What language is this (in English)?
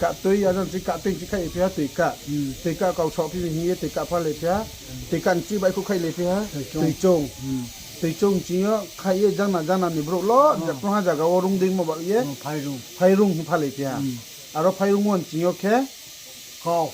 Riang (India)